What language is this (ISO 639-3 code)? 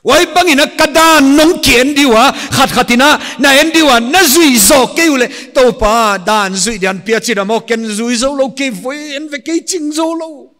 pck